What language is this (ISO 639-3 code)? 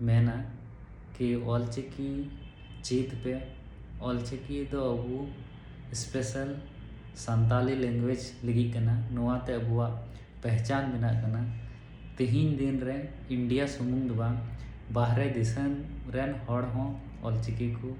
sat